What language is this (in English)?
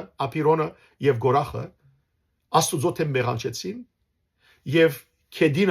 Western Armenian